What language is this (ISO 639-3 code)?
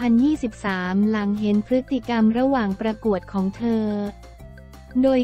tha